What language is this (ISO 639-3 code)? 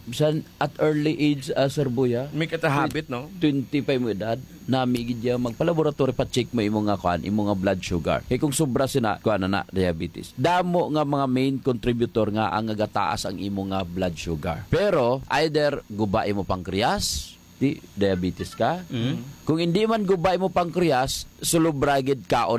hil